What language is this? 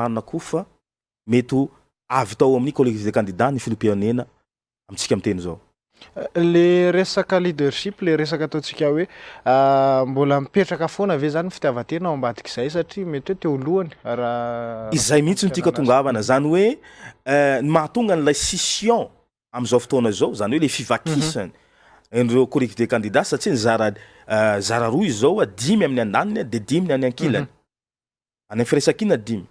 Malagasy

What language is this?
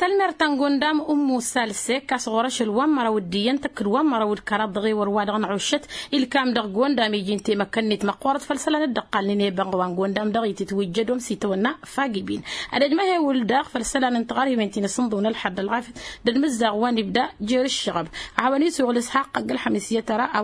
Tamasheq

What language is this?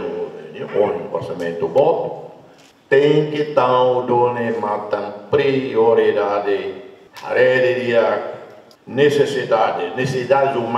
Tetum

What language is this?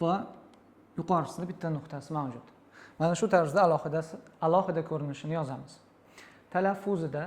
Uzbek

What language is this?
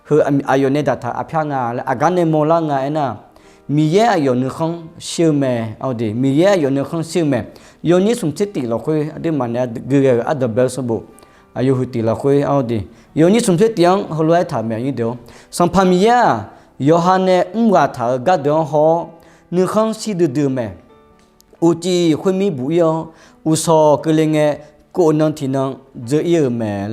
Akha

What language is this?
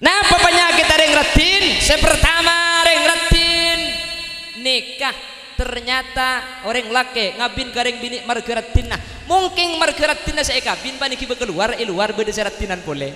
Madurese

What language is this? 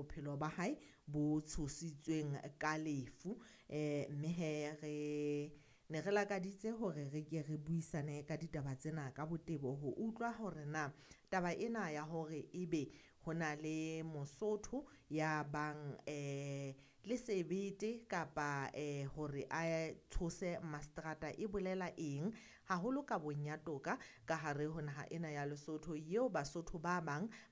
Southern Sotho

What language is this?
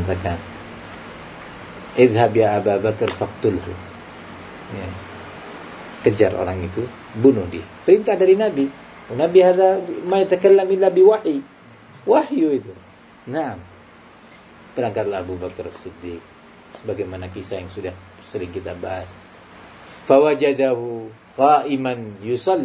Indonesian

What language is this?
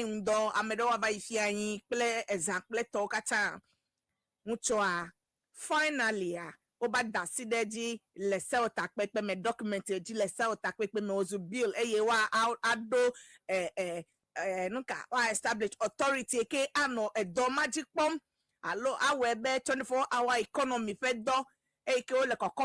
Ewe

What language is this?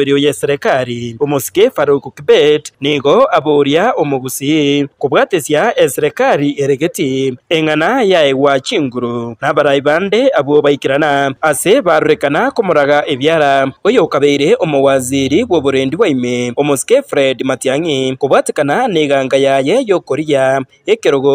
Gusii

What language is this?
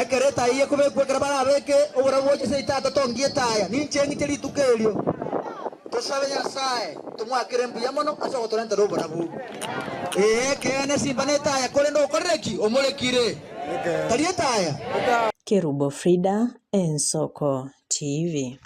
Gusii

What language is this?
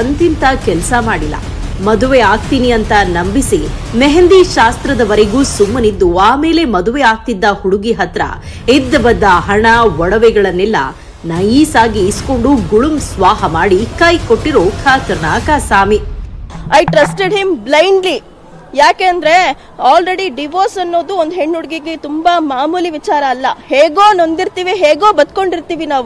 Kannada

